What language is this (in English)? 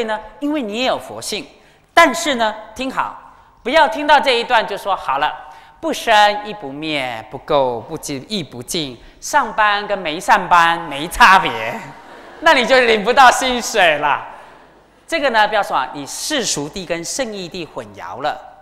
Chinese